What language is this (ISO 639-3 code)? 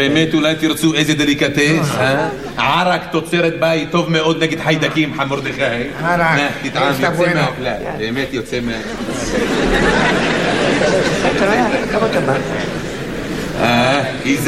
heb